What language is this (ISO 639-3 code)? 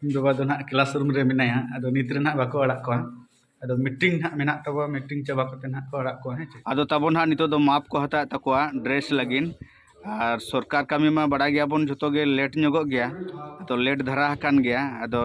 sat